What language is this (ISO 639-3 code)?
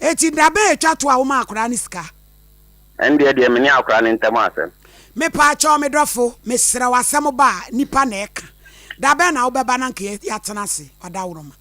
aka